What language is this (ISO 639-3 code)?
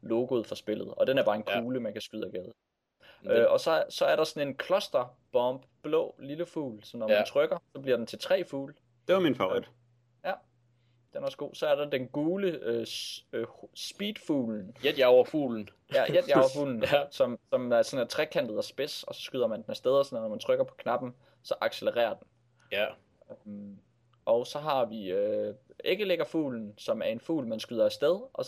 dan